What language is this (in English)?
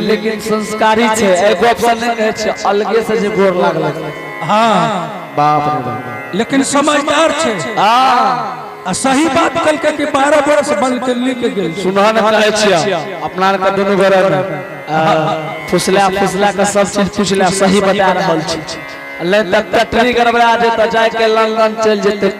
Angika